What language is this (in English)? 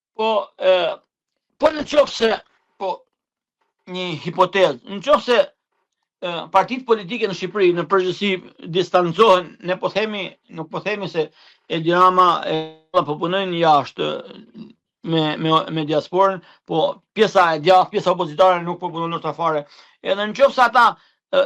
Albanian